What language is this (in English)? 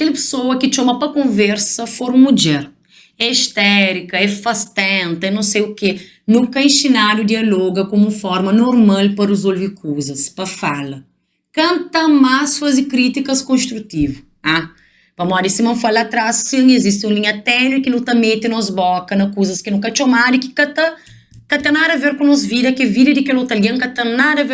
Kabuverdianu